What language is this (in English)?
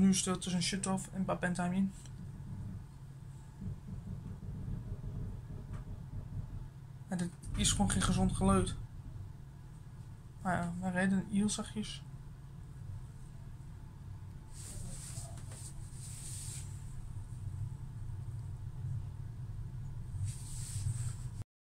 Dutch